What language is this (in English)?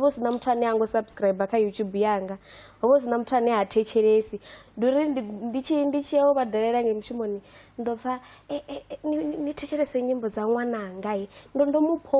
Venda